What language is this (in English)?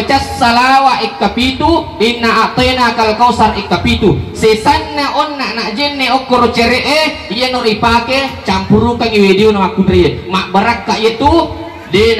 Buginese